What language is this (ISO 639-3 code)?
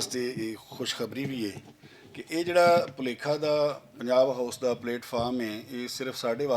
lah